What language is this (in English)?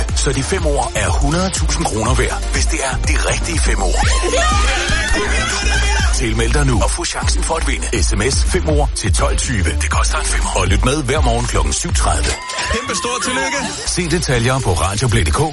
Danish